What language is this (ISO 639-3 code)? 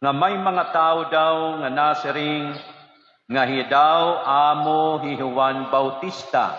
war